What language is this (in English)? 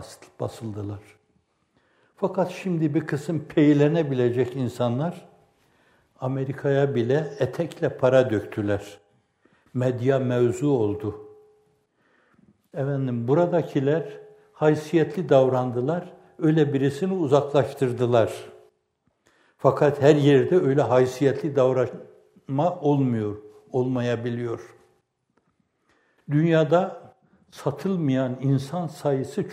Turkish